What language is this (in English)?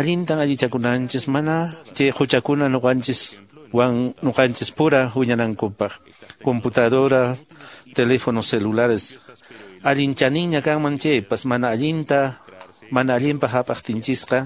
Quechua